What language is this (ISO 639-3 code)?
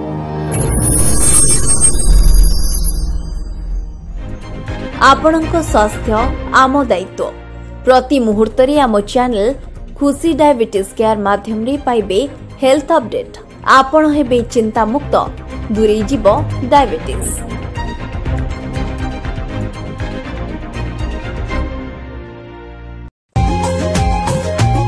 ori